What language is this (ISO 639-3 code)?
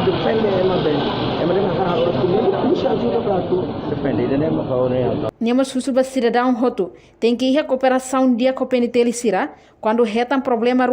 tet